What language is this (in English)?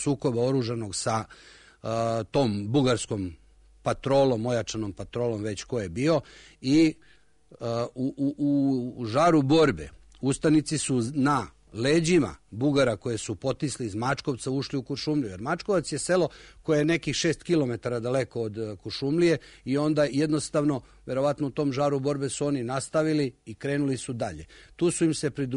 Serbian